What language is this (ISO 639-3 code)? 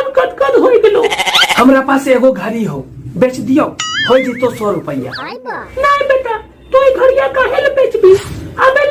mag